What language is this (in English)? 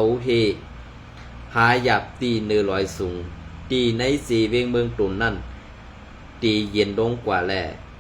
Shan